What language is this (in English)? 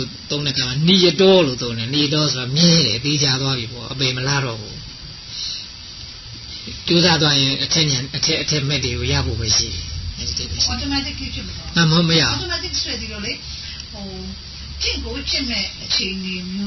Burmese